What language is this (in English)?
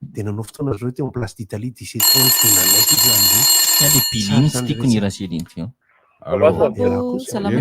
Malagasy